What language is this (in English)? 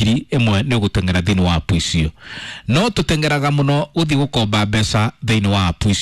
Kikuyu